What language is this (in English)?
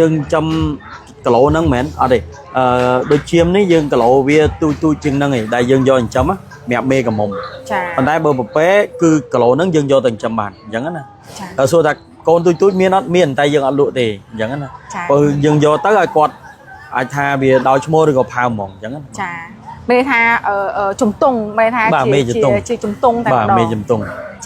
Khmer